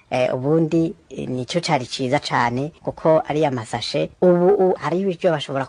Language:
Rundi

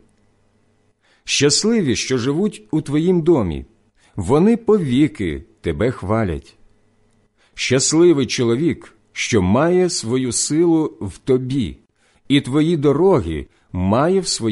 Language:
Ukrainian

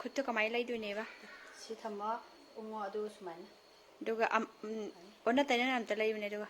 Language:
Manipuri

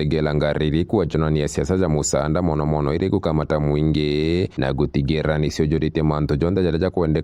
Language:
Meru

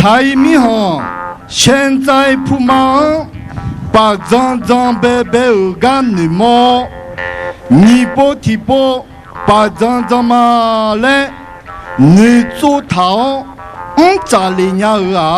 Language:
Akha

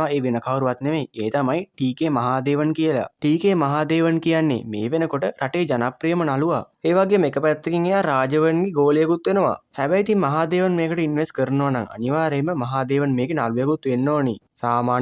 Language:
Sinhala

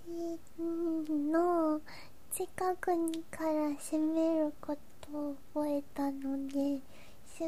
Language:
Japanese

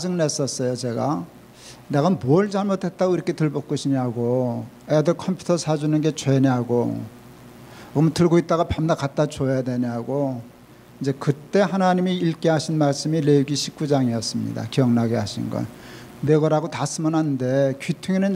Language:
Korean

